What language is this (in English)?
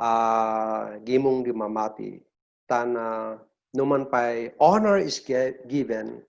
Kankanaey